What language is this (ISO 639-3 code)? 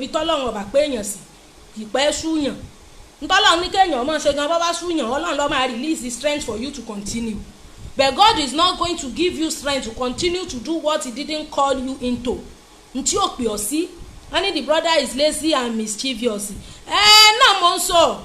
yor